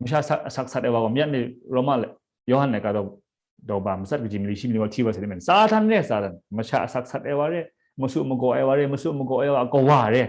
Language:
Kachin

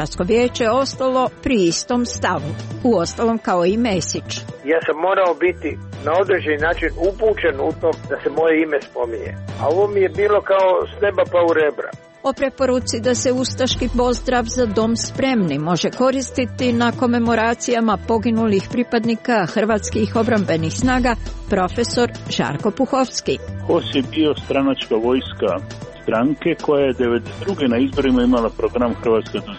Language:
Croatian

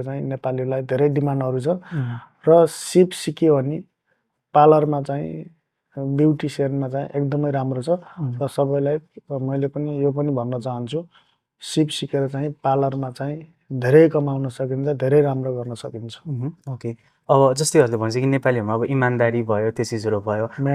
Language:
Nepali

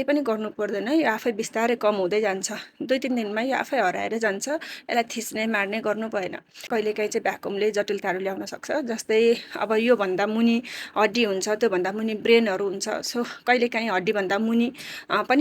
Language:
Nepali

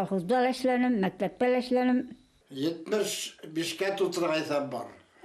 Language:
Bashkir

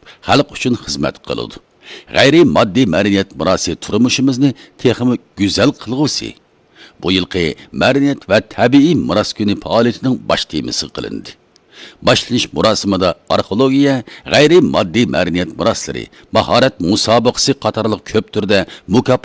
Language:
Uyghur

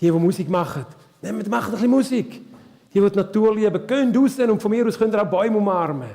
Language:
Swiss German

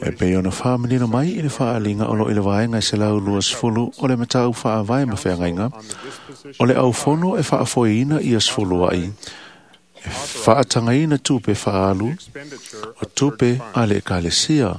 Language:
Samoan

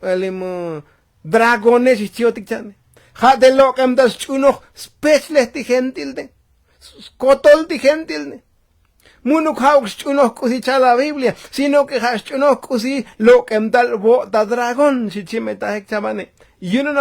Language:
Tzotzil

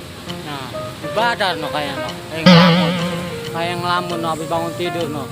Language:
Betawi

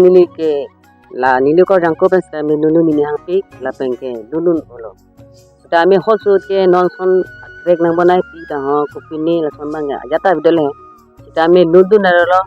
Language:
Karbi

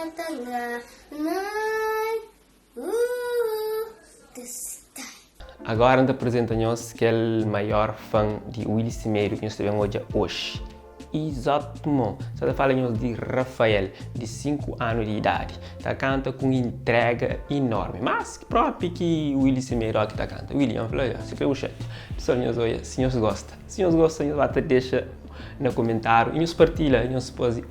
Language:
Kabuverdianu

